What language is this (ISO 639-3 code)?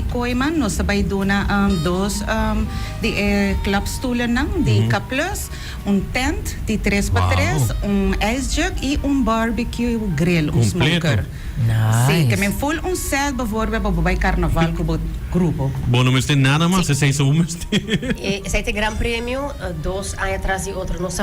pap